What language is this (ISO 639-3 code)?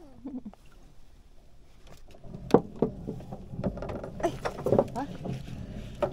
msa